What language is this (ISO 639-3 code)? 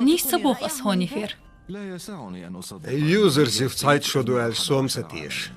che